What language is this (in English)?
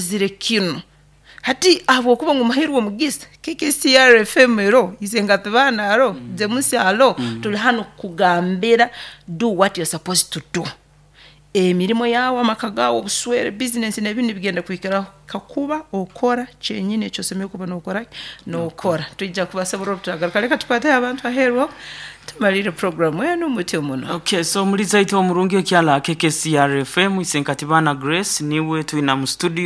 Nyoro